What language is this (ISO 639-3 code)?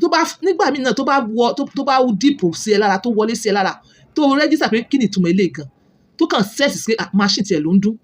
yor